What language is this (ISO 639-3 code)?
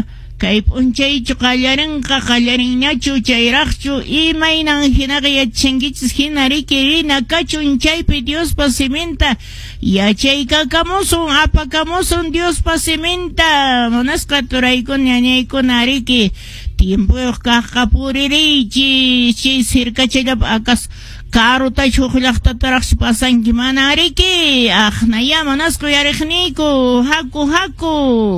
que